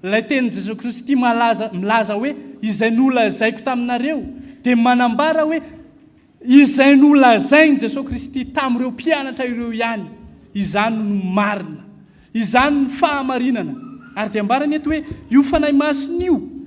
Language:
Malagasy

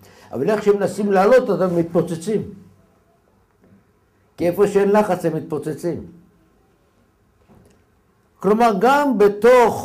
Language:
Hebrew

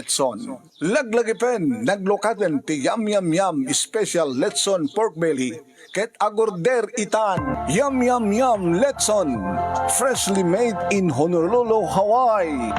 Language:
Iloko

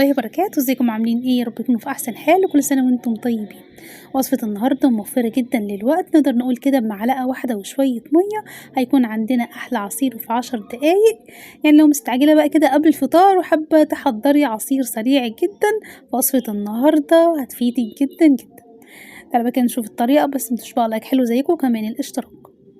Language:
Egyptian Arabic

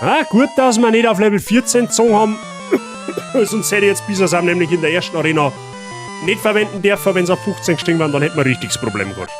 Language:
Bavarian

